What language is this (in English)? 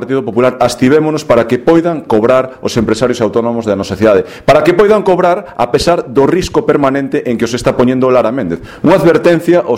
Galician